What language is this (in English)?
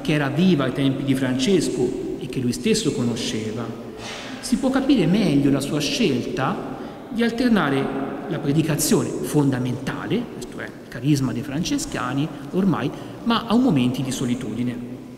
Italian